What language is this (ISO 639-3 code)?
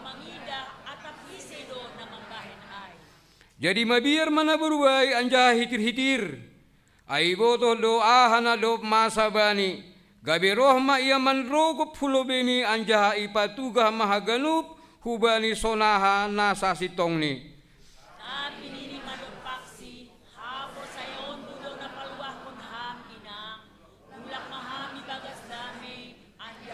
bts